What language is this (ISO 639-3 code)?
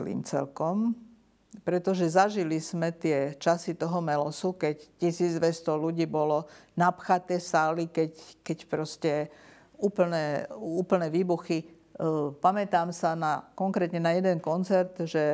slk